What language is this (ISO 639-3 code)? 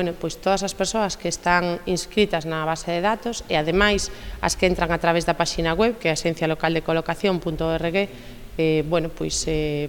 glg